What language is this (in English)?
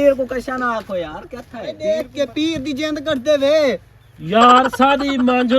Saraiki